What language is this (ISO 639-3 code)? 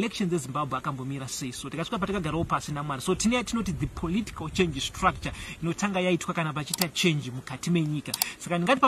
sna